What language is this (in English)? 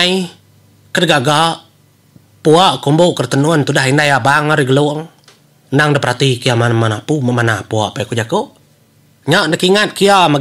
Iban